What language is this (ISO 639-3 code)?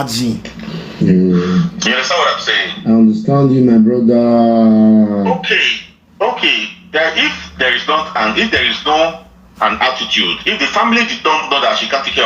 pcm